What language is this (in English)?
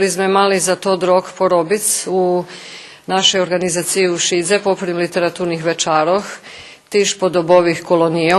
Rusyn